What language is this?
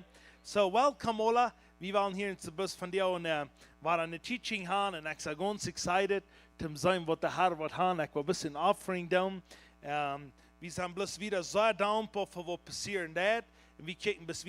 Plautdietsch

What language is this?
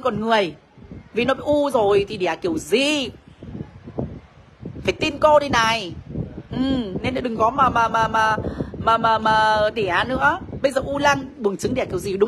Vietnamese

